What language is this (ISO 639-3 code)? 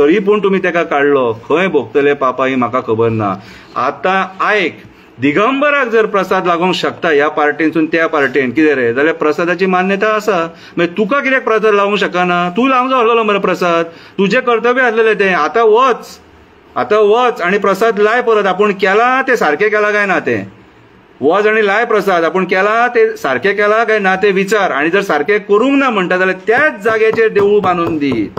kok